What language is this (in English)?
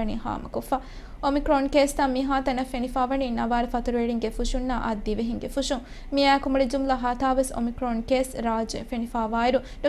Divehi